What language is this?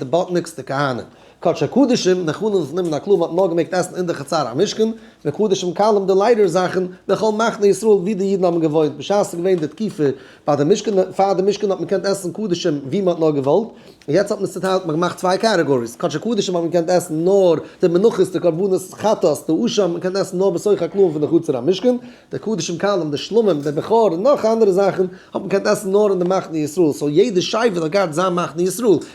Yiddish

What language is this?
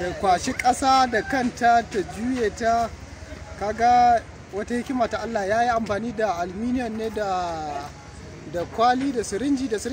Hausa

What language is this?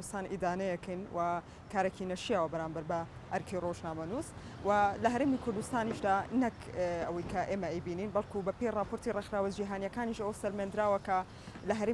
Central Kurdish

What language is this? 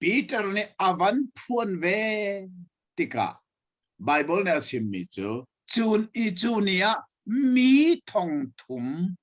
Hakha Chin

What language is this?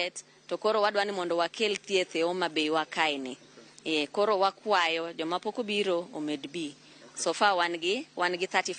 Luo (Kenya and Tanzania)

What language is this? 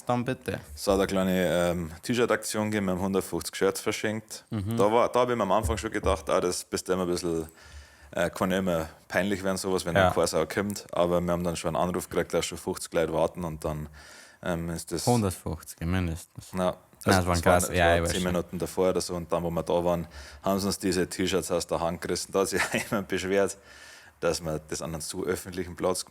Bavarian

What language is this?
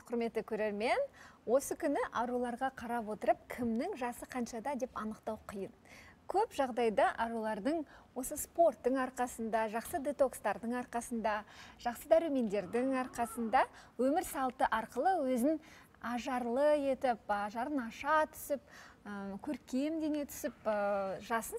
Kazakh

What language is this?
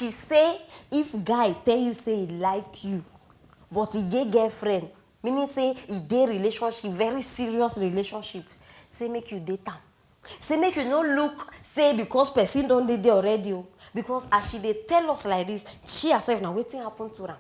Nigerian Pidgin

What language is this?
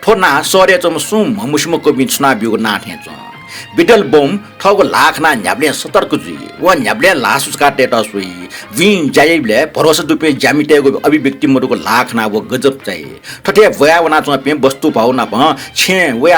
Newari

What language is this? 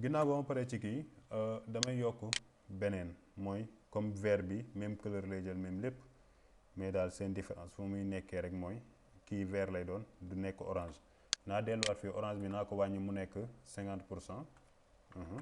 Wolof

